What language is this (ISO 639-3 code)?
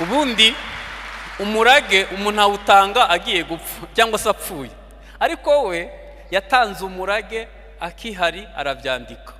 kin